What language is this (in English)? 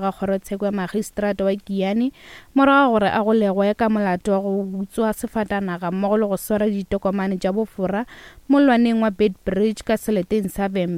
Northern Sotho